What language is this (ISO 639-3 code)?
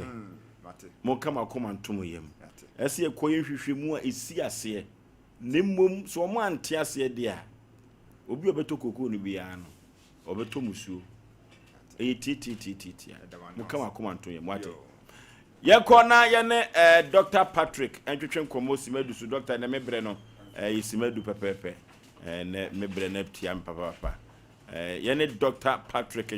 aka